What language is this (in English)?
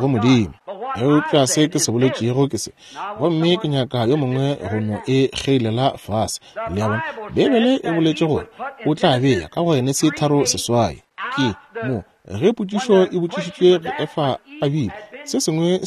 Northern Sotho